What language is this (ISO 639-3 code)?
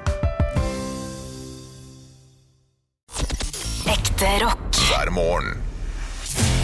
nor